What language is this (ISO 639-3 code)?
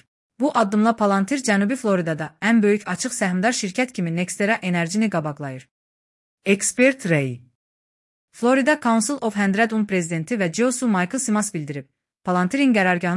aze